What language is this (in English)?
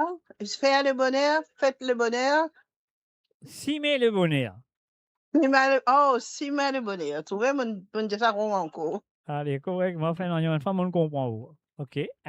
Morisyen